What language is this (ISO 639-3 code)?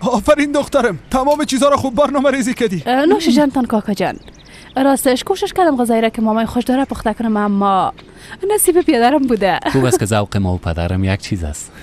fas